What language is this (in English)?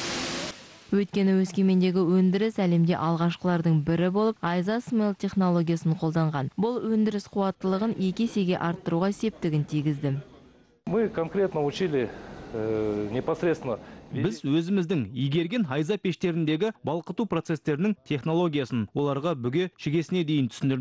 Kazakh